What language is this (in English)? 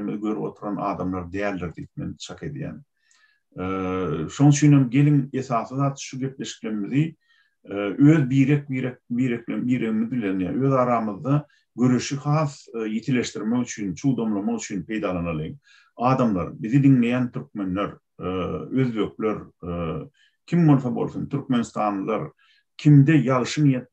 Turkmen